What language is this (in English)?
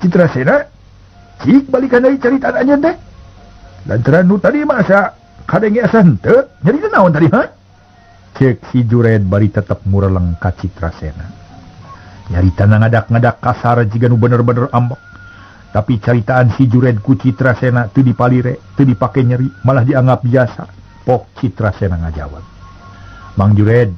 Sundanese